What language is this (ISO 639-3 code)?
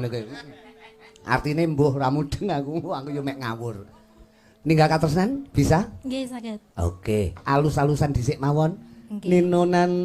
jav